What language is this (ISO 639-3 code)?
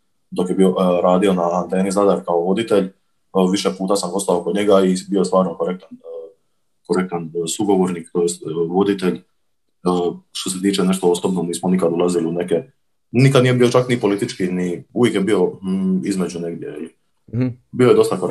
hrv